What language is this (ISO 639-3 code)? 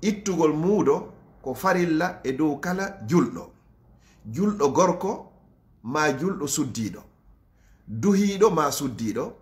ful